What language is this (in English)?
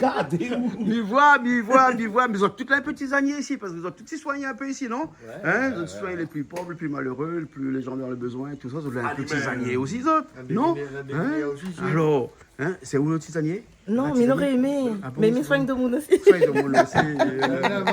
Réunion Creole French